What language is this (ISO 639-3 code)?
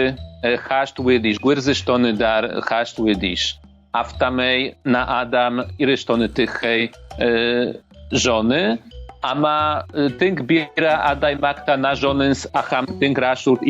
oss